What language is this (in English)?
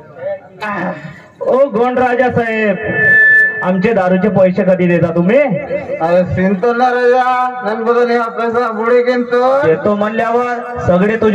Marathi